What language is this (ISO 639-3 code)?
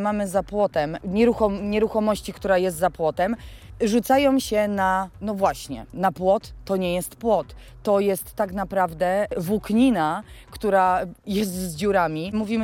pol